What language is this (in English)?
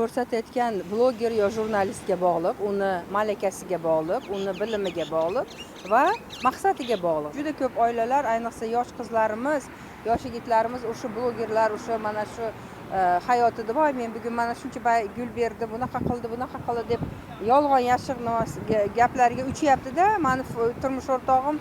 Uzbek